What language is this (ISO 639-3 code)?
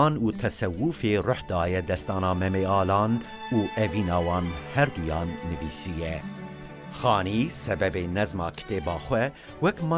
kur